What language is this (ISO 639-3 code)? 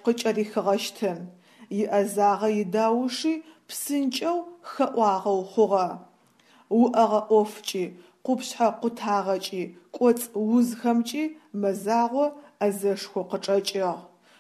ady